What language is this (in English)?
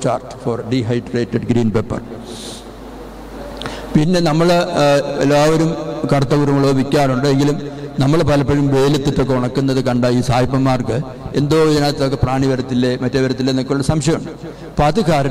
Malayalam